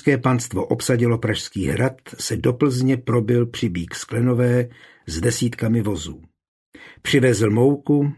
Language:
Czech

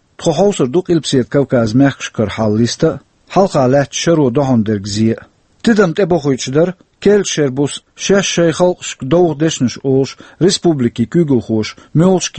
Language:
Chechen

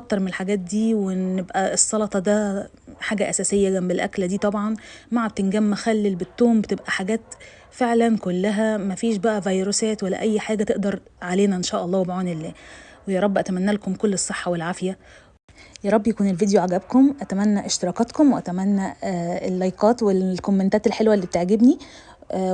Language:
Egyptian Arabic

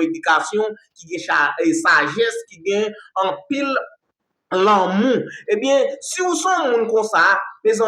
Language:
Haitian Creole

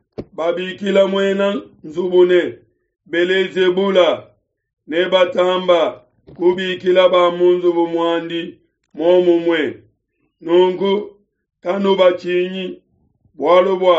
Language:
Luba-Lulua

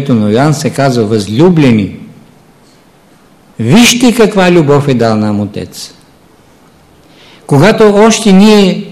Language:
Bulgarian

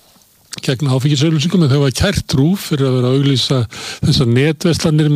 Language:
Icelandic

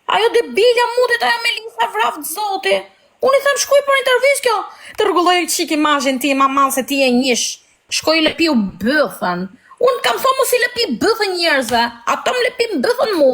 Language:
Albanian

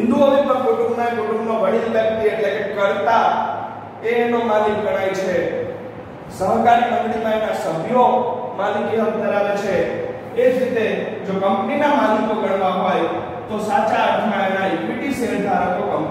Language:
Gujarati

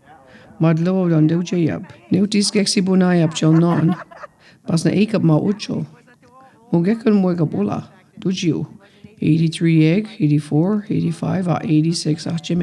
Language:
Mi'kmaw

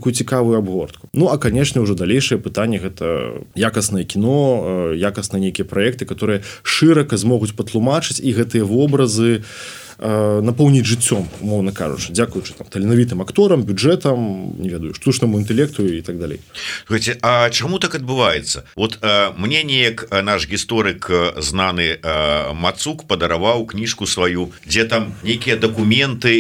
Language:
Belarusian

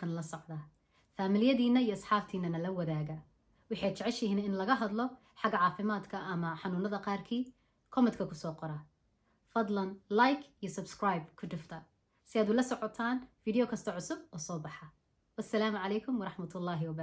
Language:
Somali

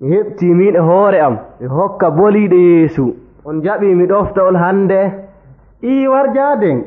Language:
Nigerian Fulfulde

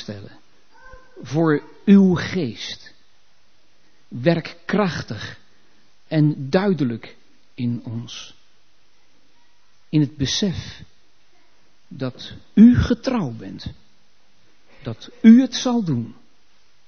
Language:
Dutch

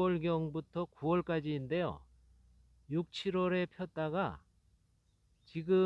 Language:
Korean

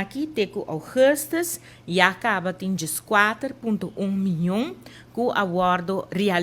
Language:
Papiamento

